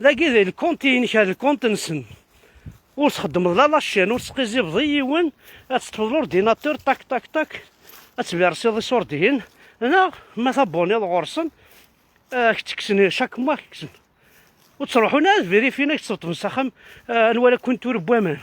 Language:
Kabyle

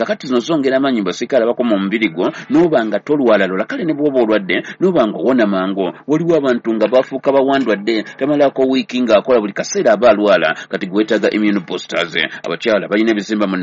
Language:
Ganda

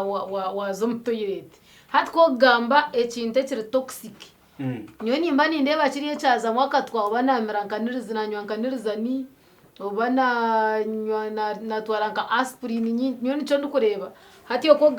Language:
Nyankole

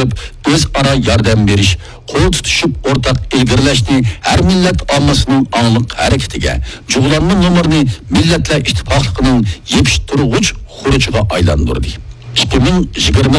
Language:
Uyghur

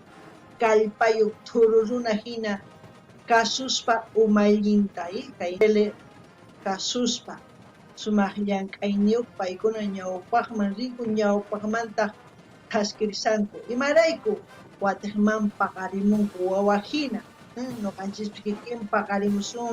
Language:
South Bolivian Quechua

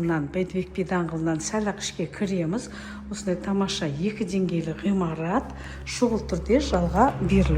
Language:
Kazakh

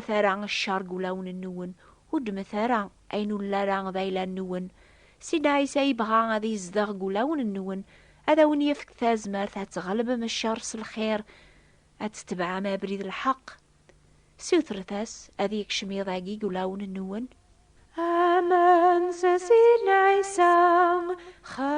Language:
Kabyle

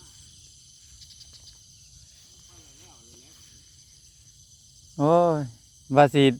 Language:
Northeastern Thai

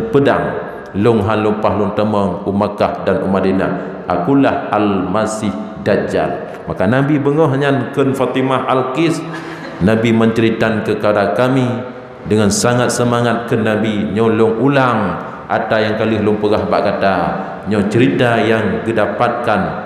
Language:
Achinese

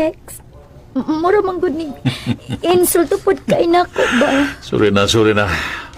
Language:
Cebuano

